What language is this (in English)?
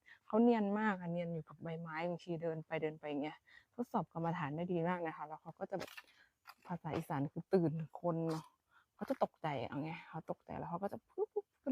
Northeastern Thai